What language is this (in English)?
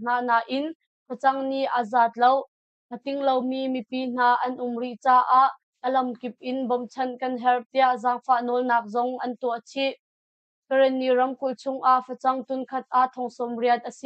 Hakha Chin